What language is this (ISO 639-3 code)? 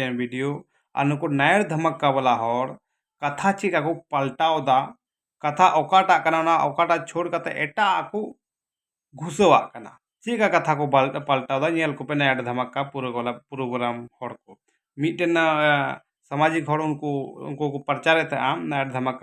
sat